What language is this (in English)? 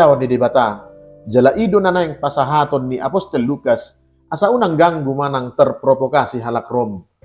Batak Toba